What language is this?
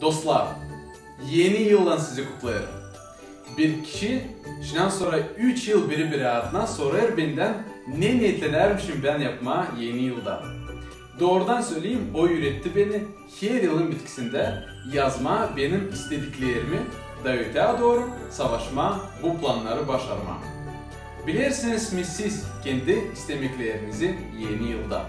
Gagauz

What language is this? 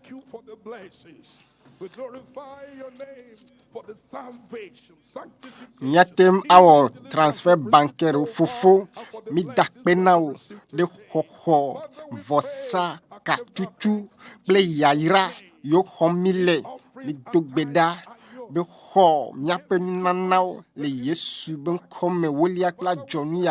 Ewe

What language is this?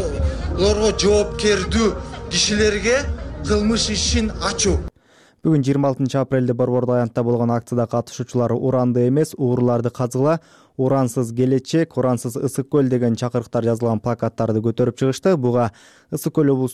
Kyrgyz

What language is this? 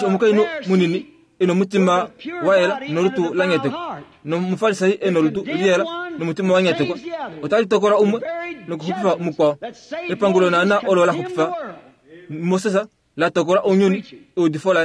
Kuanyama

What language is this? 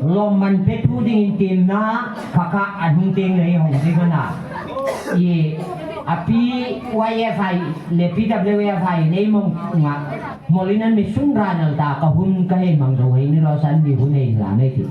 Hmar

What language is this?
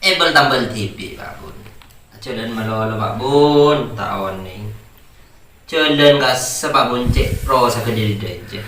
Madurese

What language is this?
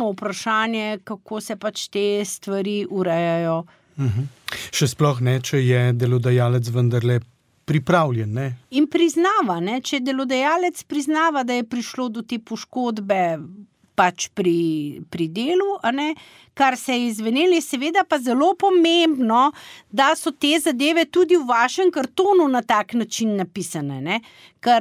Slovenian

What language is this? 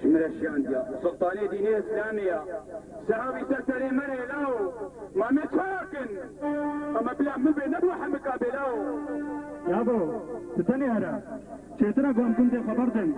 Kurdish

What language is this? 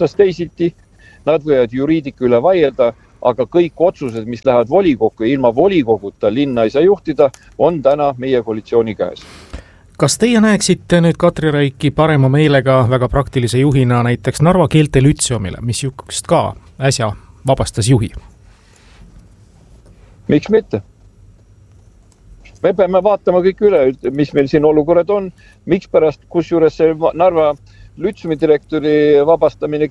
Estonian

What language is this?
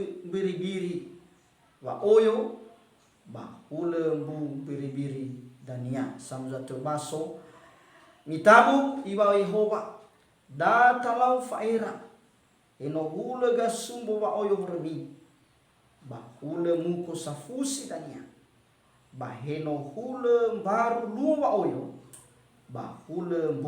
Nias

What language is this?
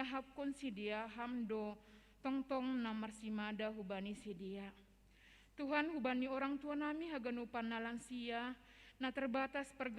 Batak Simalungun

